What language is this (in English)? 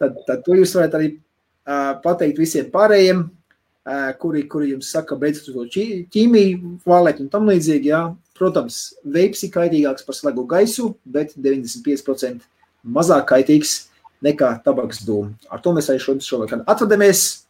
Latvian